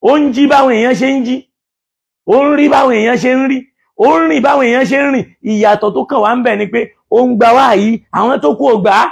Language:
Yoruba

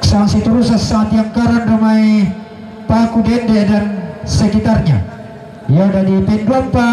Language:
Toraja-Sa'dan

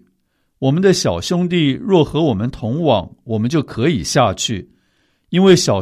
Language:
Chinese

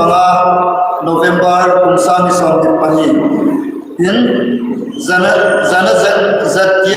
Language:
Hmar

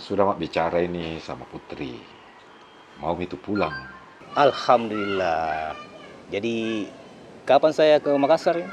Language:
Makassar Malay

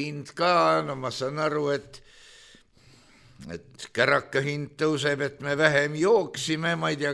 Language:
Estonian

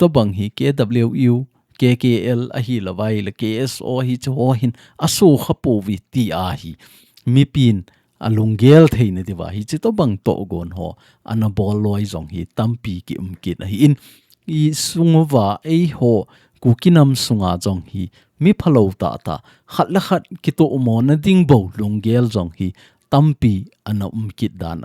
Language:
Thado Chin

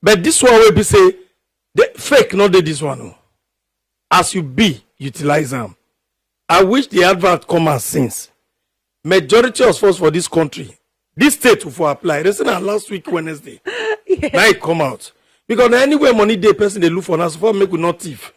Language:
Nigerian Pidgin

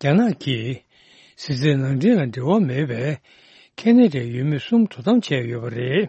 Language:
Tibetan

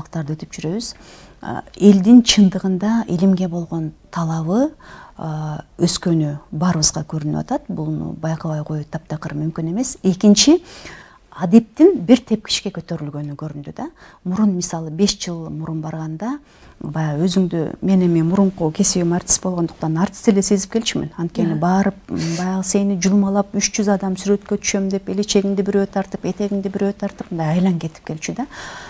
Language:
Kyrgyz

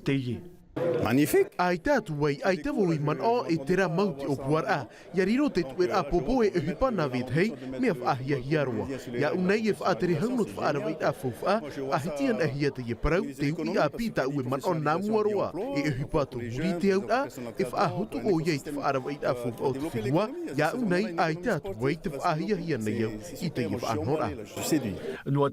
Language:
Tahitian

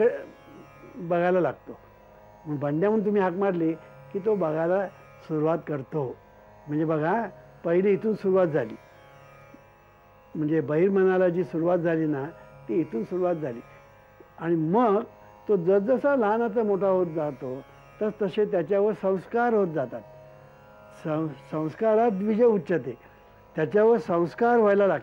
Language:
Marathi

